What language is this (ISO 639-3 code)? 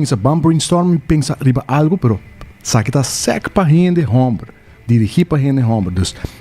pap